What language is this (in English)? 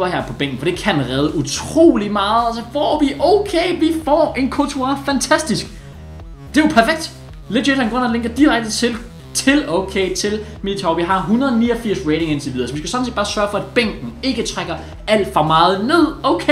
Danish